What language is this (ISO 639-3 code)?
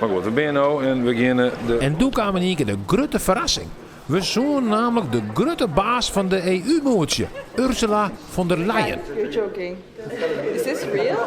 fry